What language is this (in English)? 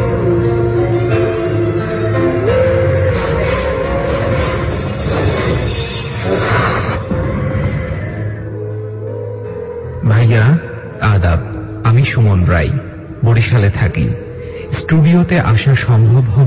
Bangla